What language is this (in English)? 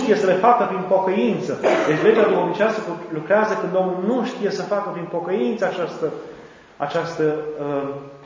Romanian